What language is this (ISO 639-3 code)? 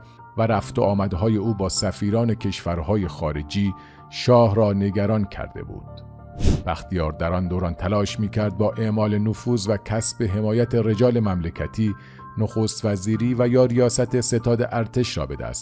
fas